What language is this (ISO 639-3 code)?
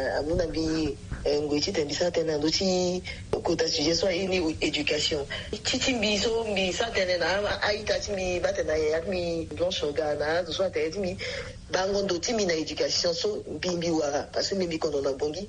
sag